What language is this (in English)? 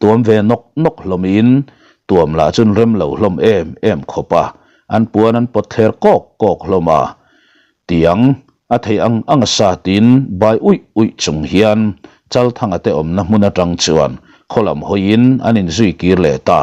Mizo